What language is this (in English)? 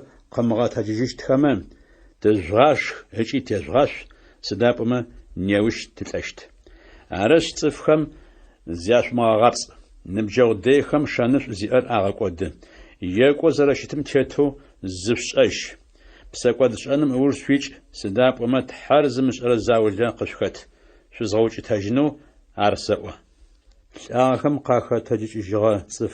Adyghe